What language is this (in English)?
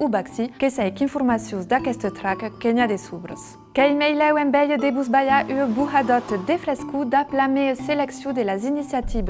Occitan